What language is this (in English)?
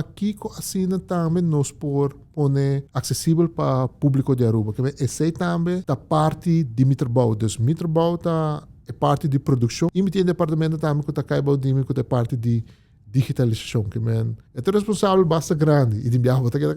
Papiamento